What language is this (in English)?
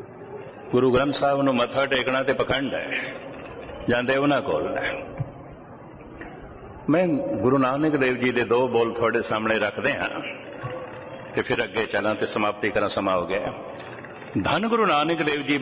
Punjabi